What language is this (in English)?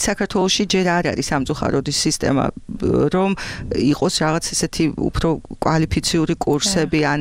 Georgian